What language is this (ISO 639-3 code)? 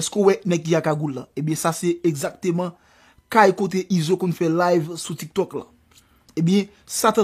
hat